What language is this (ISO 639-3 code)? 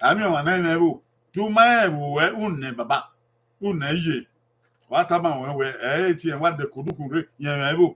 bin